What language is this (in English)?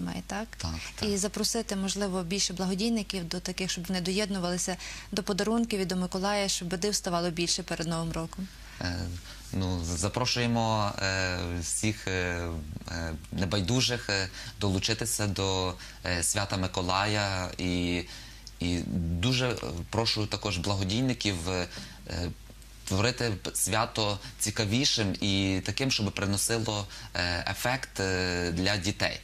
Ukrainian